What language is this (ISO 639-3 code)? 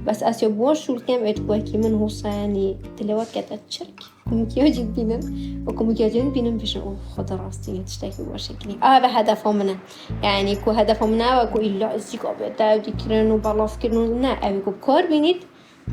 kur